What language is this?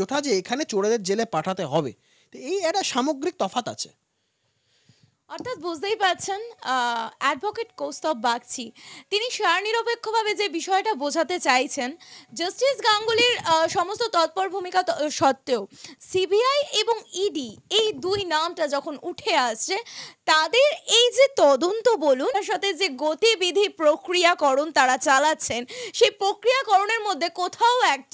Bangla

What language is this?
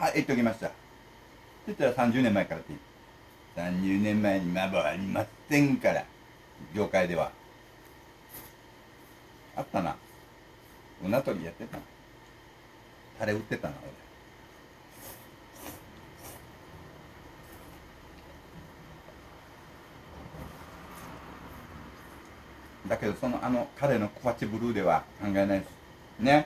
Japanese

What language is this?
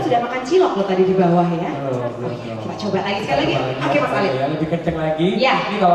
Indonesian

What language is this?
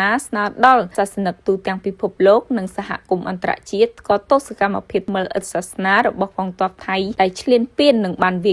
Khmer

